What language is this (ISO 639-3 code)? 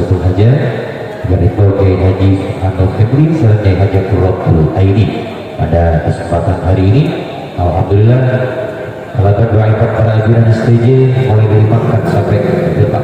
mad